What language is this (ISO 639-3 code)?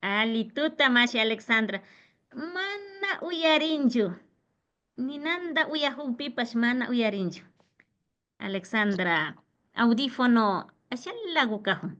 qvi